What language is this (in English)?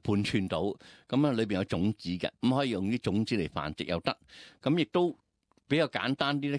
Cantonese